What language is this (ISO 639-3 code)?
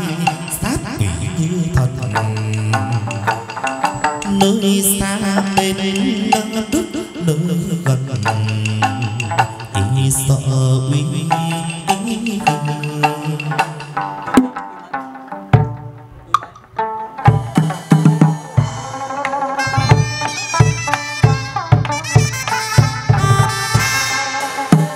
vie